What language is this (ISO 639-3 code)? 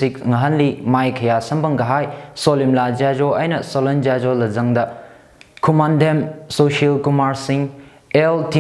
nmf